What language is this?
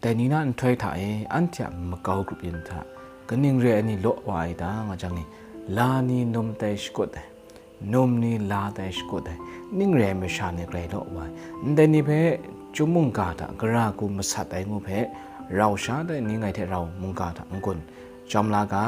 Kachin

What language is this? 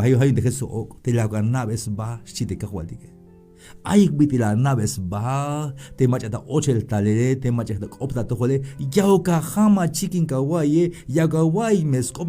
Tzeltal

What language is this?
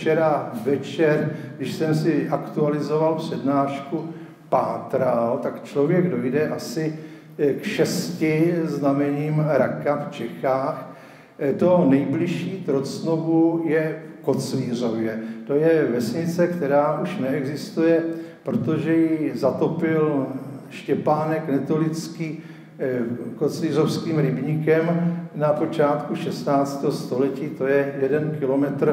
Czech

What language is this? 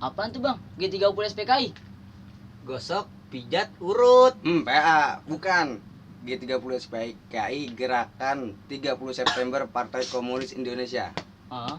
Betawi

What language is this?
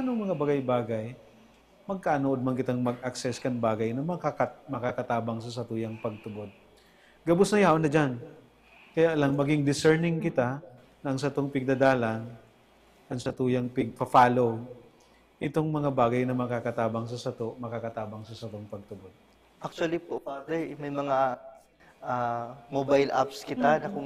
Bikol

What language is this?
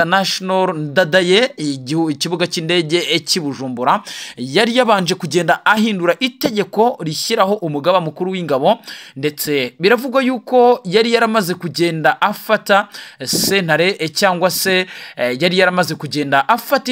Kinyarwanda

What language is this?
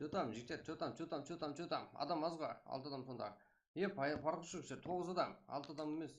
Kara-Kalpak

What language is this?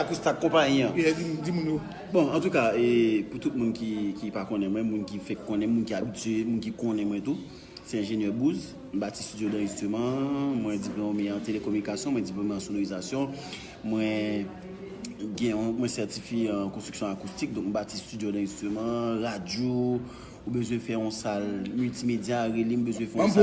Haitian Creole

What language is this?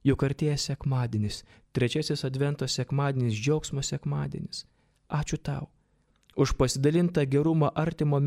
Lithuanian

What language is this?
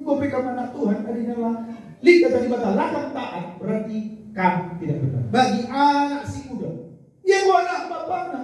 Batak Karo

